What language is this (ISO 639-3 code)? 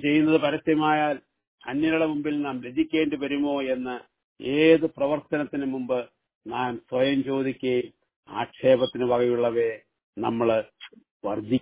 mal